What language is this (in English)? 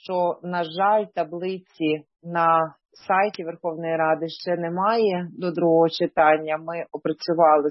Ukrainian